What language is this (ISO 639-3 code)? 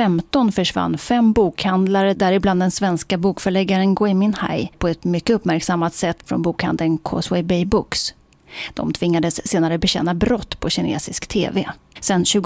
swe